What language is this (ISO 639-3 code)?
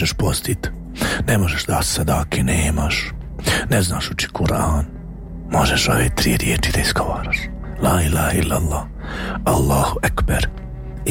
bos